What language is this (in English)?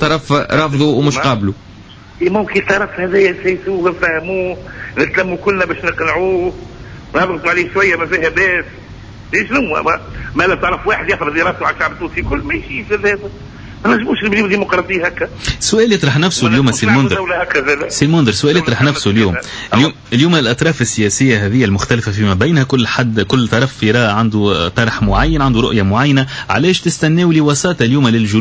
Tunisian Arabic